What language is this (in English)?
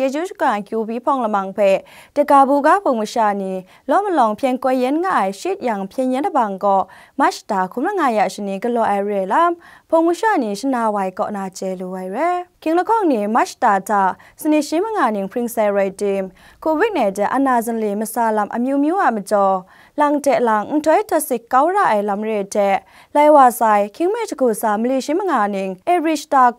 Kachin